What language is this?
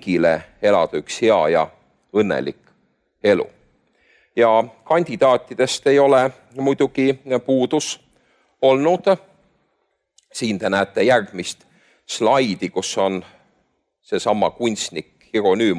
Estonian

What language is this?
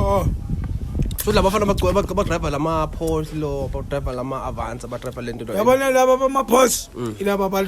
Zulu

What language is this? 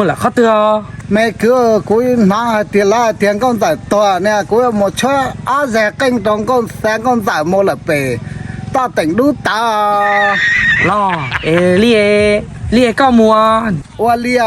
Hmong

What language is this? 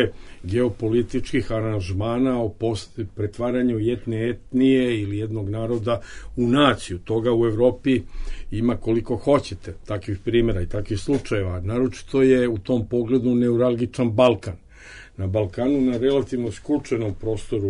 Bosnian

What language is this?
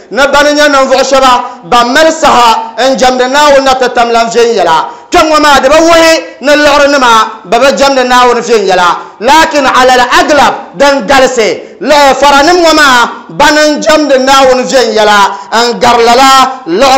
Dagbani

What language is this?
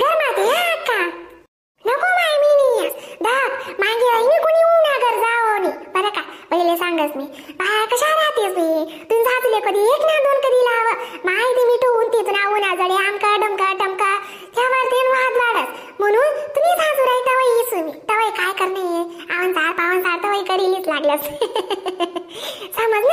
Khandesi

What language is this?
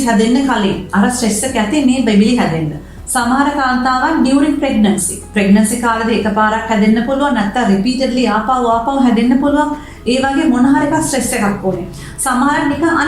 Sinhala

